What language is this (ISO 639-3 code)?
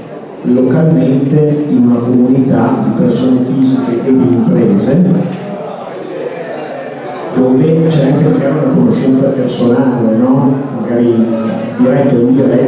ita